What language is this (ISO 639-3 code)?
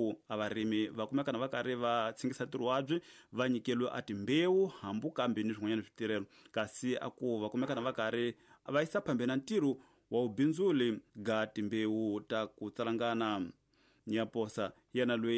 tso